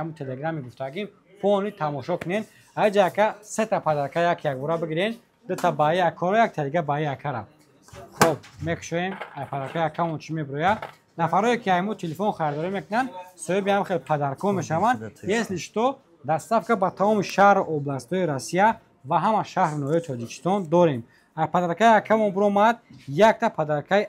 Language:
Tajik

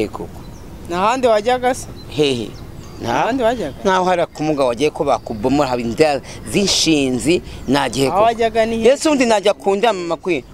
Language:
Kinyarwanda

